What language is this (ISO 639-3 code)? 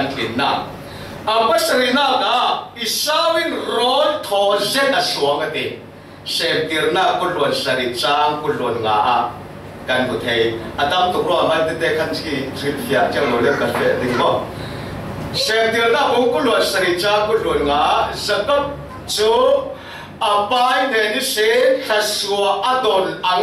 cfm